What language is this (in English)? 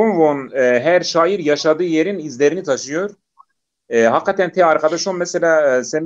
Zaza